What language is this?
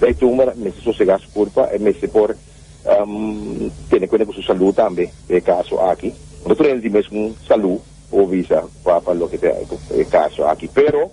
Papiamento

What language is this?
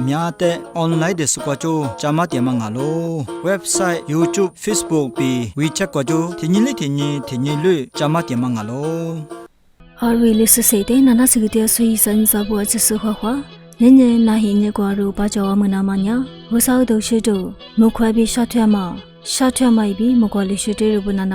Lisu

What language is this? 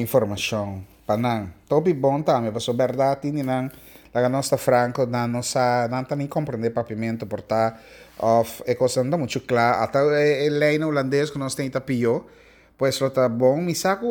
Papiamento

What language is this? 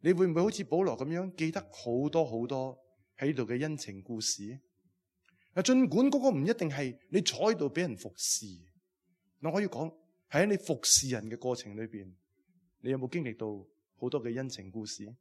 Cantonese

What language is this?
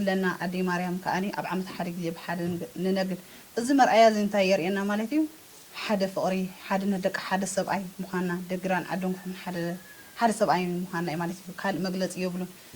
Tigrinya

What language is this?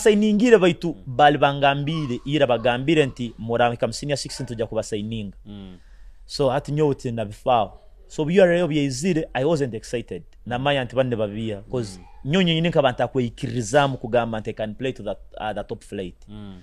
Nyoro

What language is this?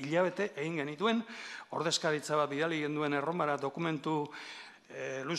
Basque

